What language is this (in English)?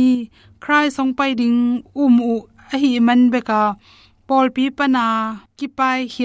Tedim Chin